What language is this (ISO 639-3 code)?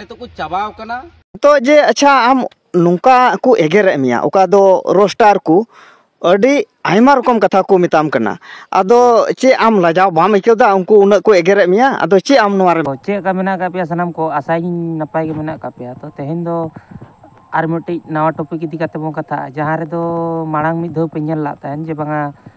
sat